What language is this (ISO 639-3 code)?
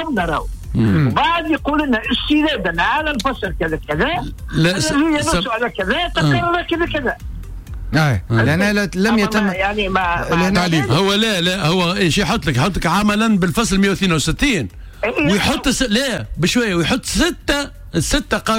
aeb